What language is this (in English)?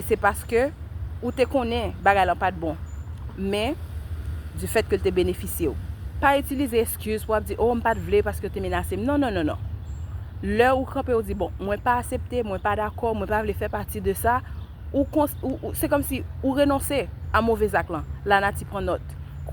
Haitian Creole